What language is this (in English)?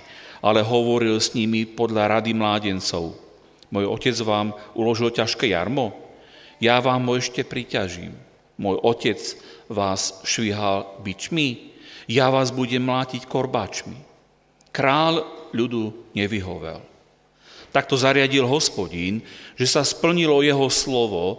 Slovak